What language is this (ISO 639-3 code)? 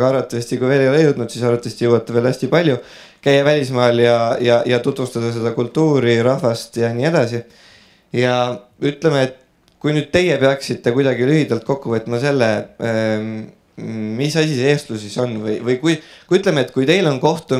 est